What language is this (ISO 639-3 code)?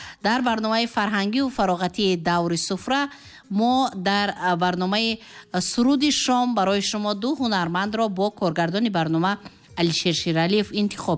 tgk